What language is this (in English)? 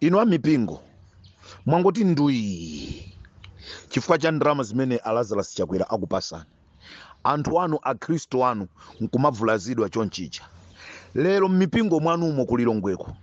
Nyanja